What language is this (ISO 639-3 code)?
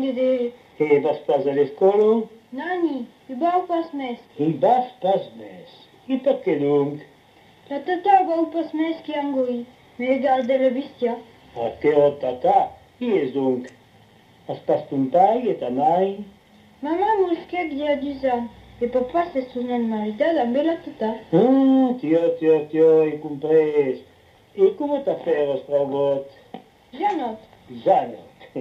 oci